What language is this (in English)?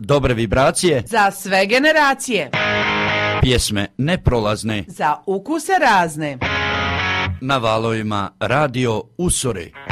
Croatian